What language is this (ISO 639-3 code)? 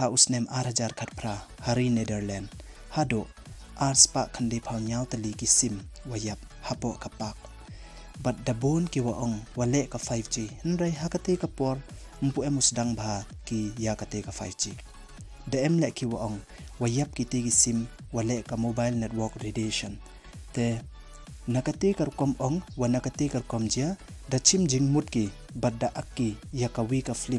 pbv